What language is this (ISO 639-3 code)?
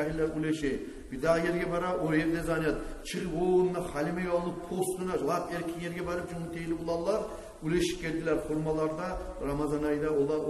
kum